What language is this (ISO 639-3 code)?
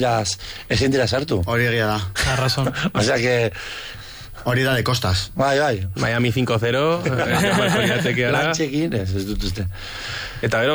eus